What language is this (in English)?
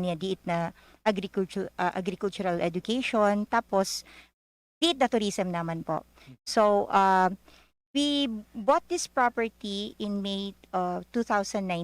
Bikol